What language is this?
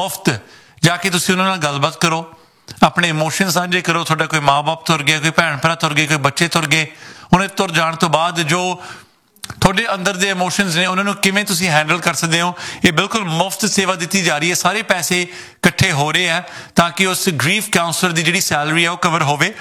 Punjabi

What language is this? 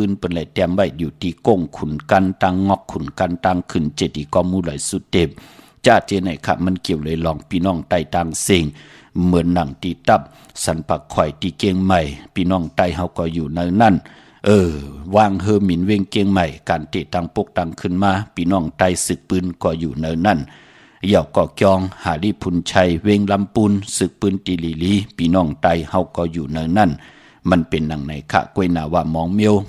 Shan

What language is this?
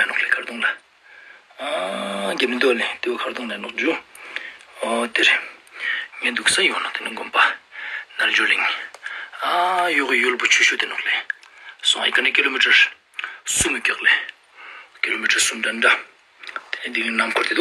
Ladakhi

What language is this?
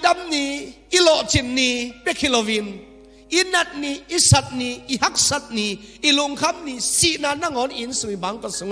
Tedim Chin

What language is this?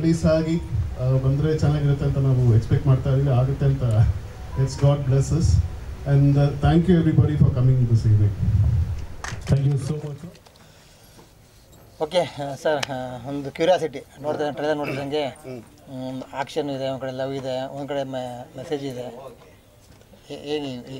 Kannada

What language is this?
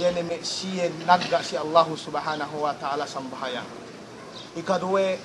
Yakan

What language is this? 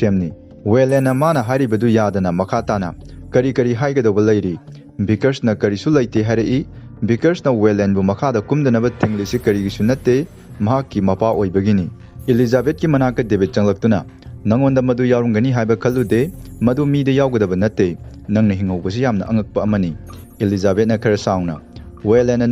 Manipuri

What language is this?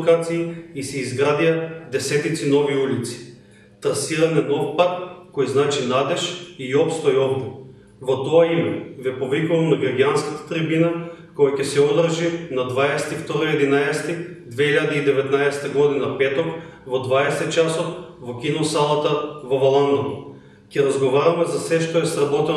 Macedonian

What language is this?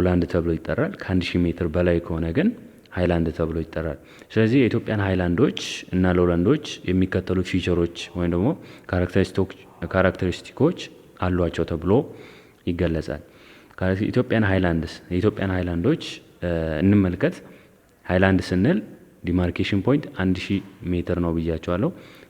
Amharic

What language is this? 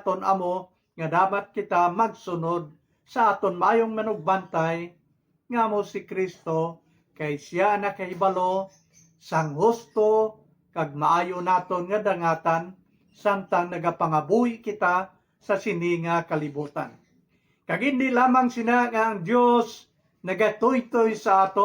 Hiligaynon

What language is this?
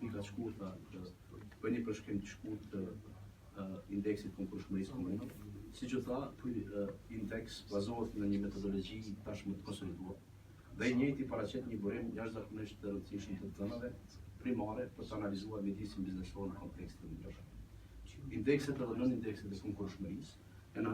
Albanian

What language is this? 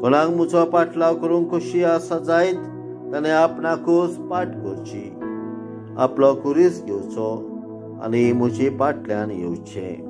Konkani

